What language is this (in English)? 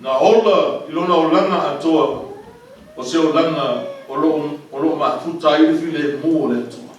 Samoan